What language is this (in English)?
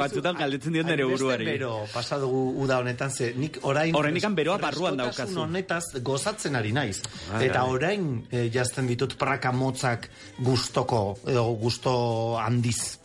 Basque